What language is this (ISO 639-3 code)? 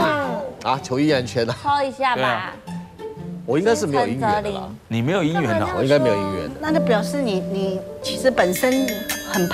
zho